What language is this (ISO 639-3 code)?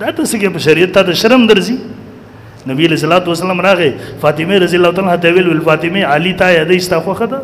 pus